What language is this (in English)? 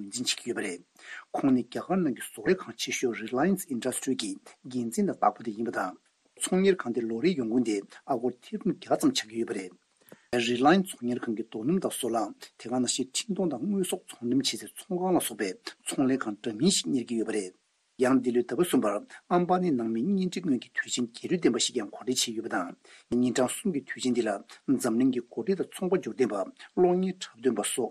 Tibetan